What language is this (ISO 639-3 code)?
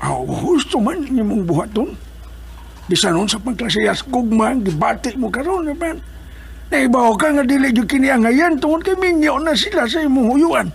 ceb